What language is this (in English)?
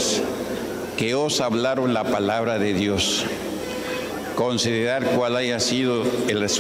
Spanish